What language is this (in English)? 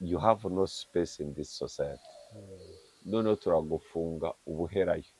Kinyarwanda